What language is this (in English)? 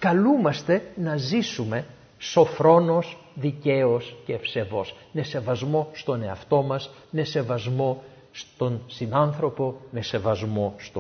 Greek